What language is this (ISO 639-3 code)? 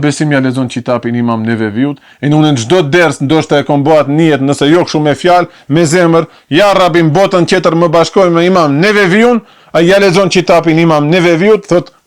sqi